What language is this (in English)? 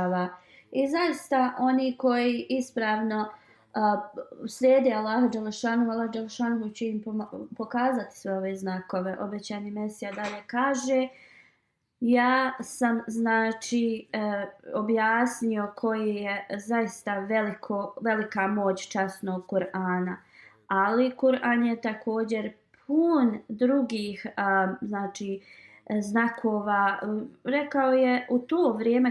Bosnian